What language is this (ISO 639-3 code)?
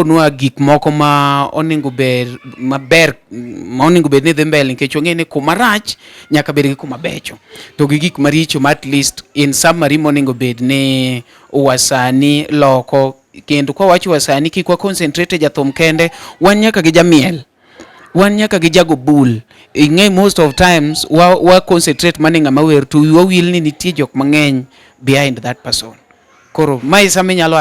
luo